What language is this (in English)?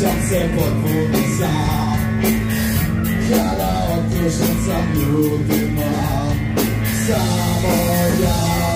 Serbian